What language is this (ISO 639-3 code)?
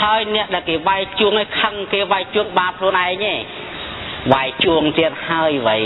khm